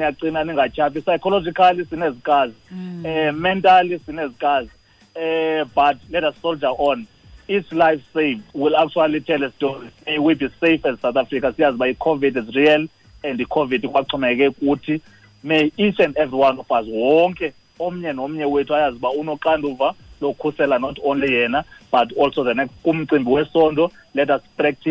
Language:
Xhosa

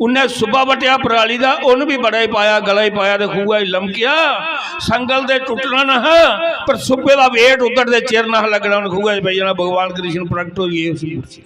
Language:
Dogri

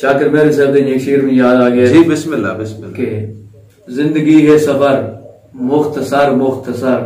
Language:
Saraiki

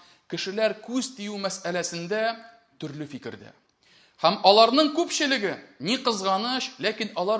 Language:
Tatar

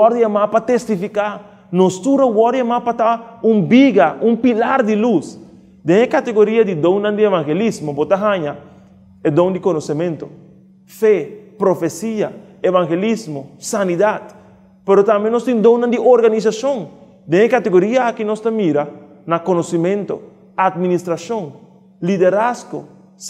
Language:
Papiamento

